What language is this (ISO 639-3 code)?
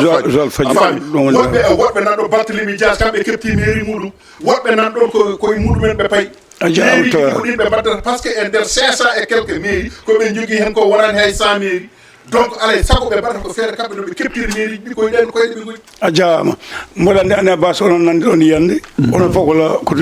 ful